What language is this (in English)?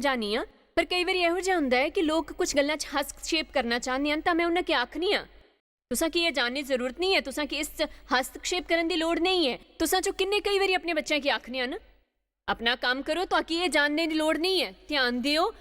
Dogri